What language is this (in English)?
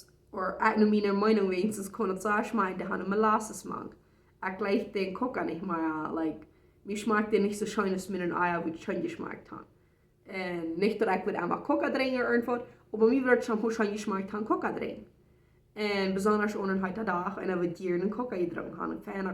Plautdietsch